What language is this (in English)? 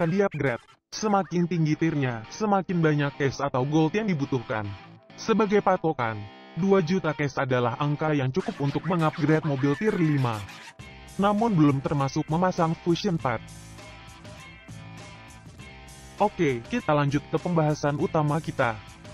Indonesian